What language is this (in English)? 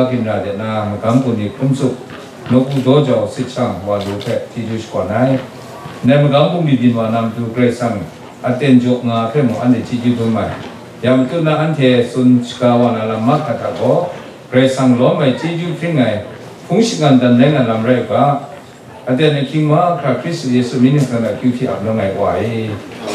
Kachin